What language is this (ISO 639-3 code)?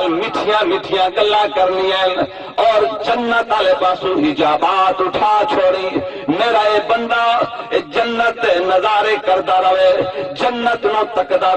skr